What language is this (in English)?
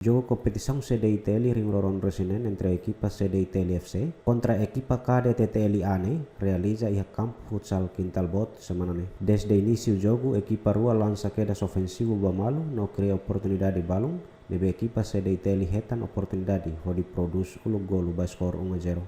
Tetum